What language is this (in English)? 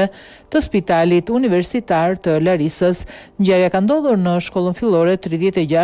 Albanian